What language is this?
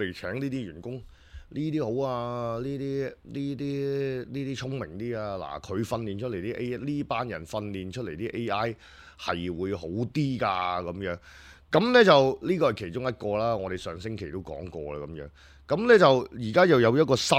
Cantonese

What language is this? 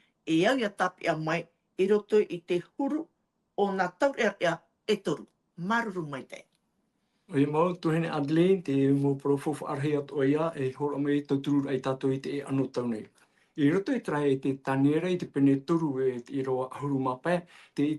Tahitian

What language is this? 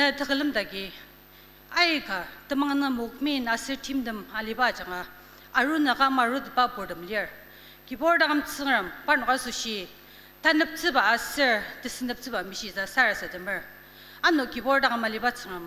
Ao Naga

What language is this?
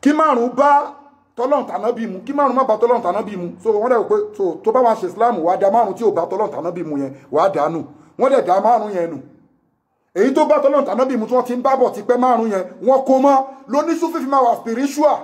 Yoruba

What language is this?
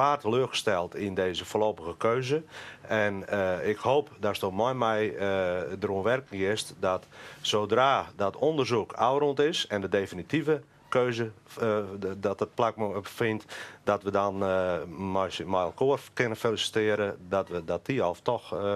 Western Frisian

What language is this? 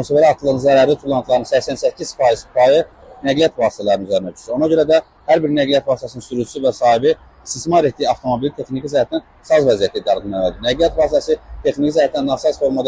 Azerbaijani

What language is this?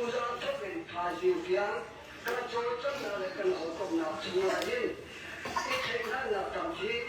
Hakha Chin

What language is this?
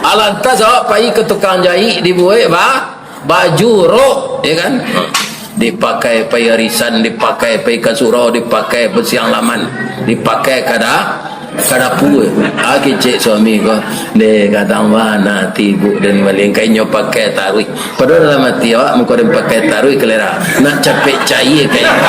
Minangkabau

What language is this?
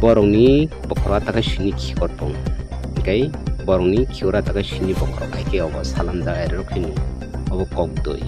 Kok Borok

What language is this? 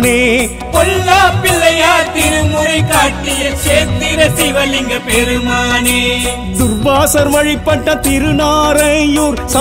Tamil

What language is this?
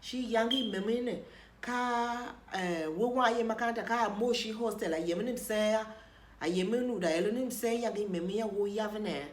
Tiv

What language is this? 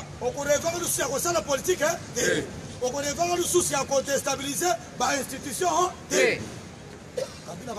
Lingala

